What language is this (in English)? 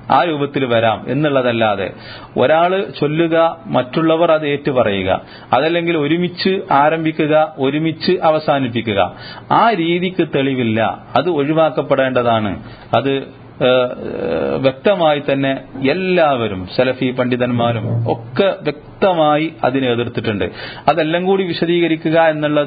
Malayalam